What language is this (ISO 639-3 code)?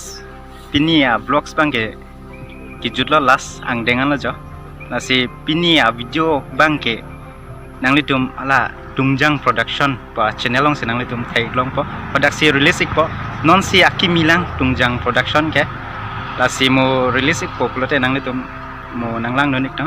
mjw